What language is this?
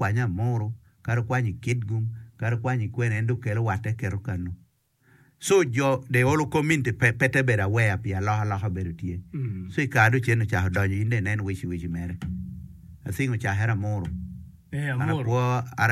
Acoli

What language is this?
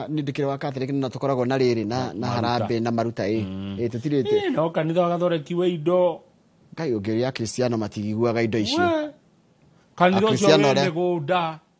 Kikuyu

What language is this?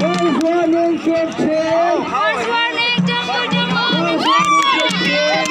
Hakha Chin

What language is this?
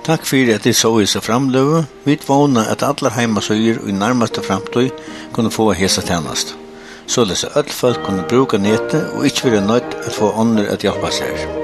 Faroese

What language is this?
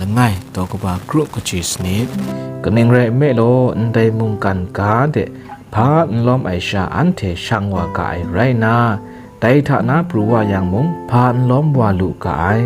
Kachin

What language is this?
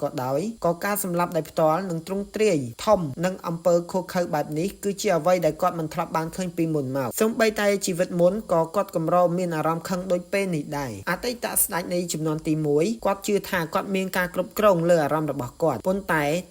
Khmer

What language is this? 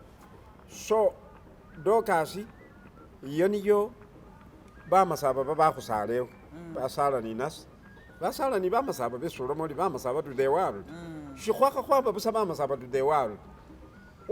Masaaba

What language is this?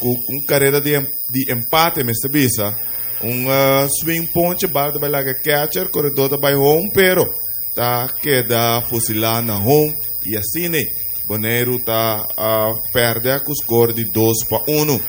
Papiamento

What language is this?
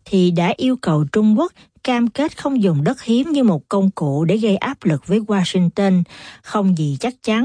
Vietnamese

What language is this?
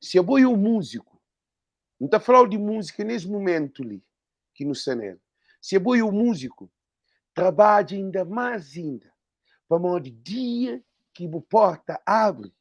Kabuverdianu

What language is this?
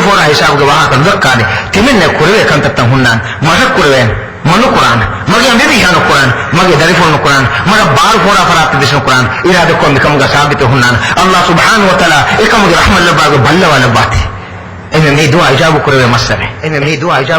Divehi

